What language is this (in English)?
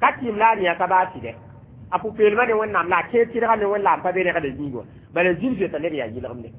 Mossi